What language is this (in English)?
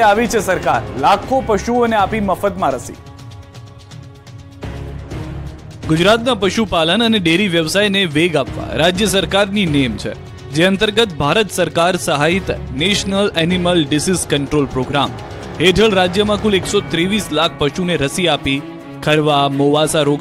Gujarati